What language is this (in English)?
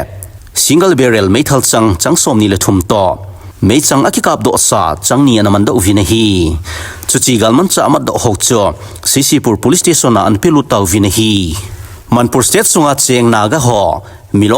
Thado Chin